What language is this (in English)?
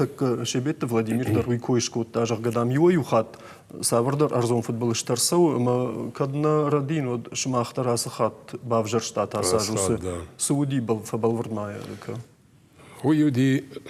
Ossetic